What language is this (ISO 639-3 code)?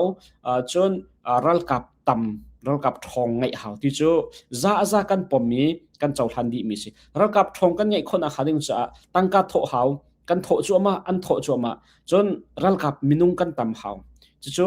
cnh